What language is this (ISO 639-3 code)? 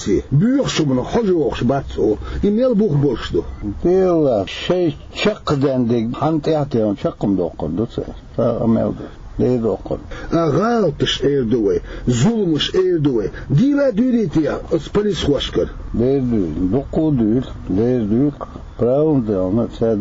che